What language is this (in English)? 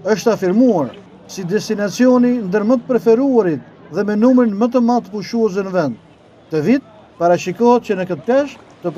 Albanian